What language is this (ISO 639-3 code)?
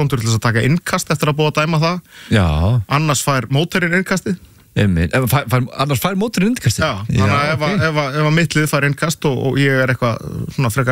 isl